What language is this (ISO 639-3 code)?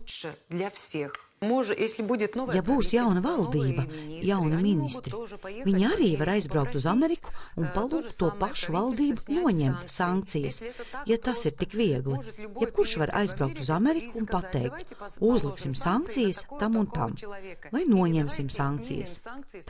lav